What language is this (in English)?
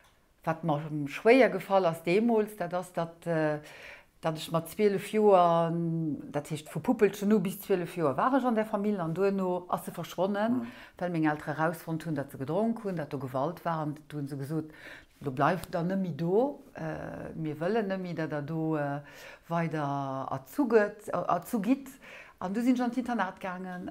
Luxembourgish